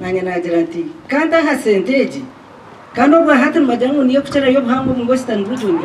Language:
Nyankole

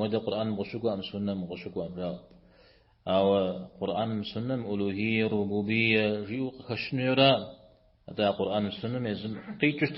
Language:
Kabardian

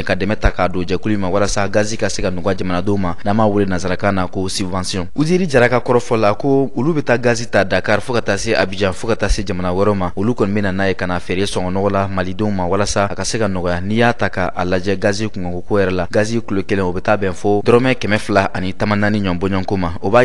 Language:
Bambara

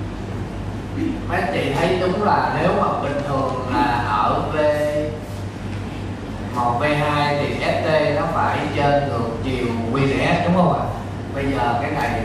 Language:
Vietnamese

